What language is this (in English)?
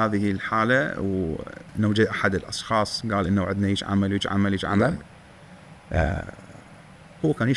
Mesopotamian Arabic